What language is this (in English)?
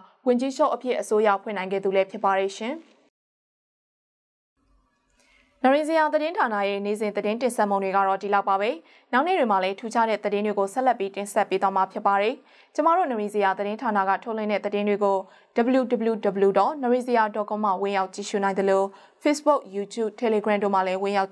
Burmese